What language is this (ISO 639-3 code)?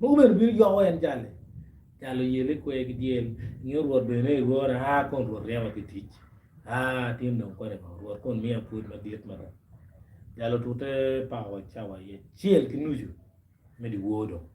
ach